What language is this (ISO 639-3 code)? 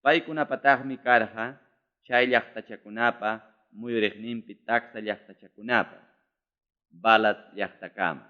quy